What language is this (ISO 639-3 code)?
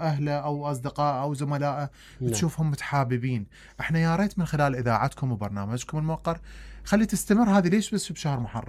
acm